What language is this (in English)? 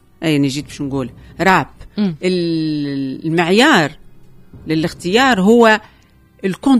Tunisian Arabic